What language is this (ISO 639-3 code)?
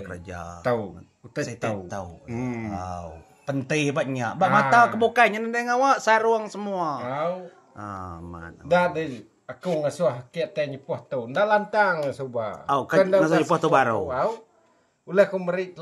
iba